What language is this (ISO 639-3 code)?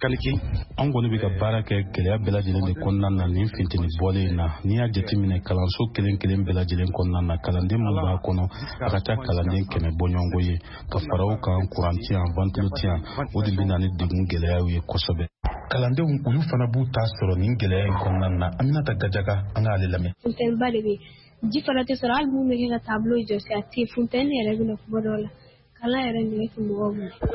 bam